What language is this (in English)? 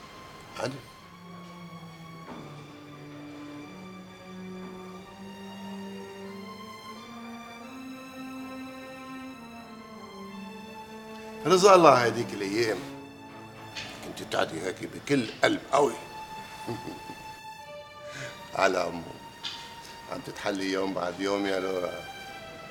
North Levantine Arabic